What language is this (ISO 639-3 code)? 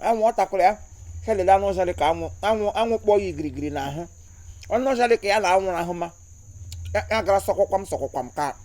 ibo